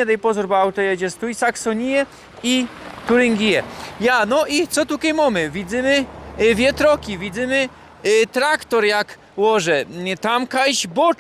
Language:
Silesian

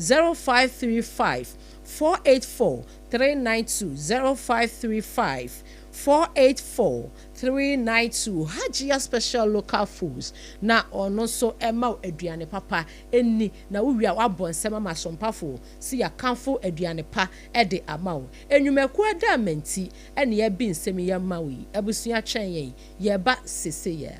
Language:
Akan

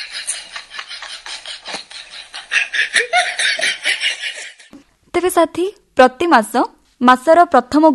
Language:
Odia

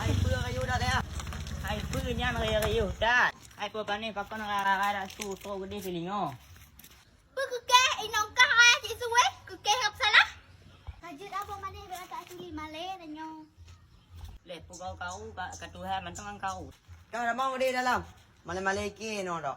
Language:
Achinese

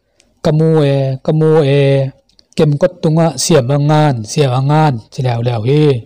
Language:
Tedim Chin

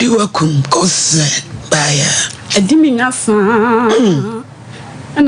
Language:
Akan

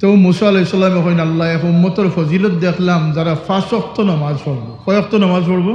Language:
Sylheti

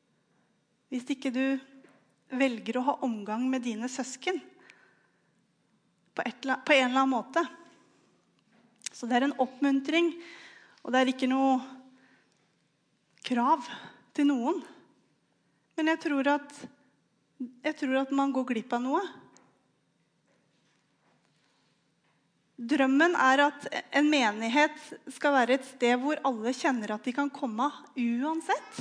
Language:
Norwegian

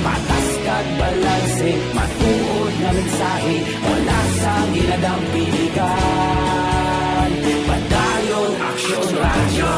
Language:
Hiligaynon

